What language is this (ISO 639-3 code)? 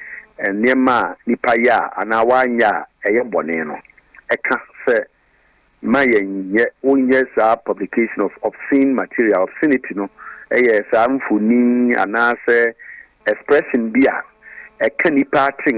aka